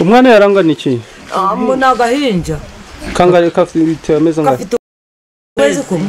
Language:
Nyankole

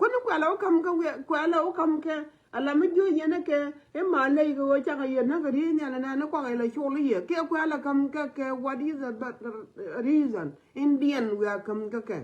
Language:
Nuer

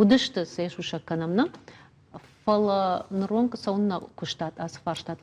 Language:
Ossetic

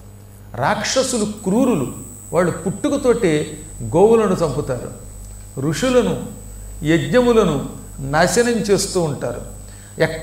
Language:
Telugu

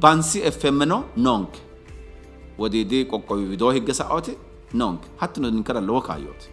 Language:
Sidamo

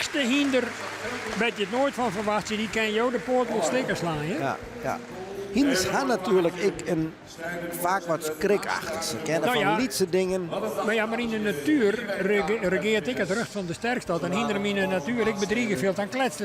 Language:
Western Frisian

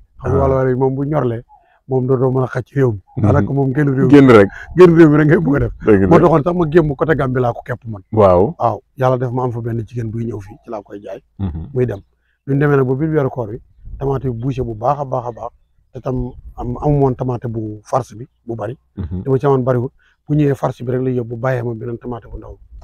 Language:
Wolof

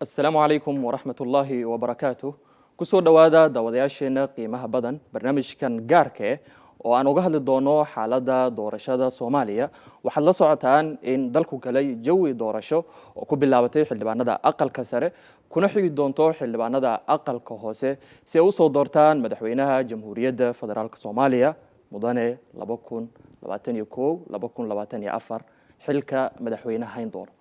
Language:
Somali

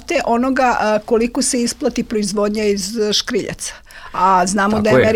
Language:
Serbian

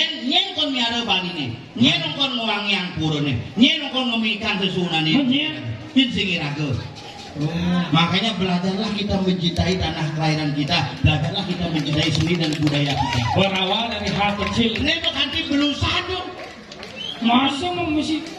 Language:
Balinese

